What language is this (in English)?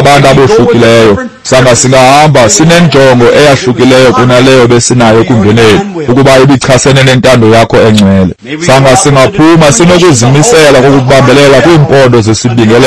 Xhosa